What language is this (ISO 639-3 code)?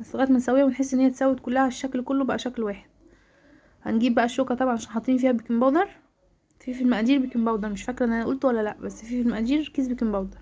arz